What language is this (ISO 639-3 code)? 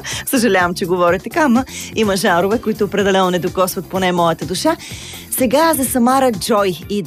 bul